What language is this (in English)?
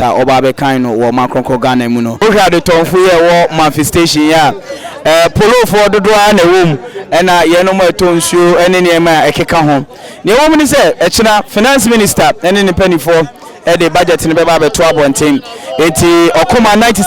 Akan